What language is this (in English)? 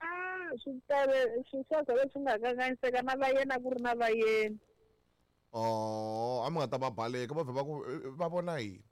Tsonga